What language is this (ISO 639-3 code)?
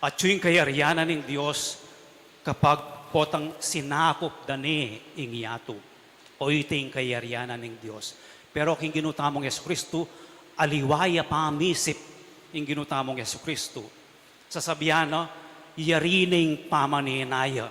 pam